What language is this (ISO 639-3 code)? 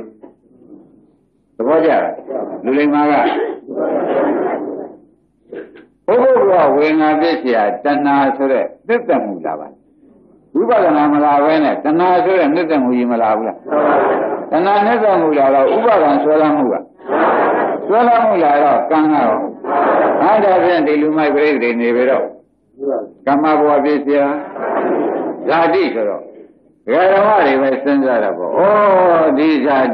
mya